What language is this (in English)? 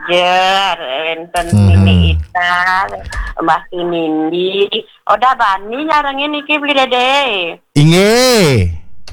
Balinese